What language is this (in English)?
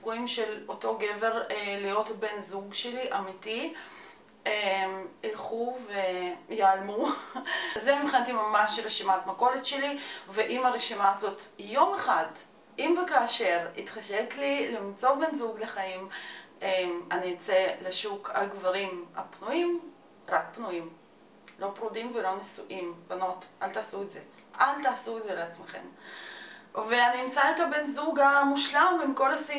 Hebrew